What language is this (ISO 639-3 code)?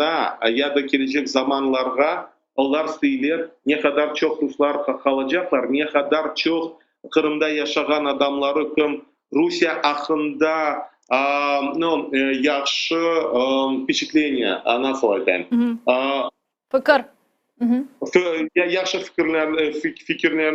crh